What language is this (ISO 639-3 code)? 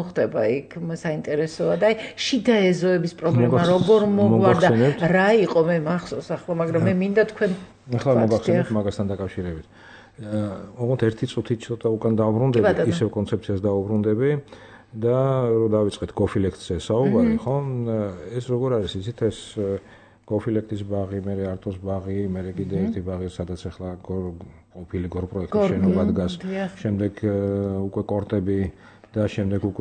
kat